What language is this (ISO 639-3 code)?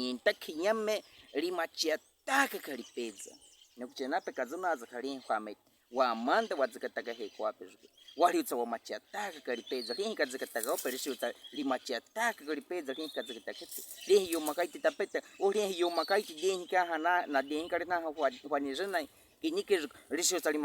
bwi